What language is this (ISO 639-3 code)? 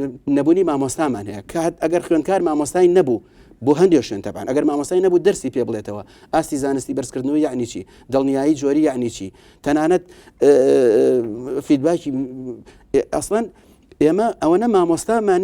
ckb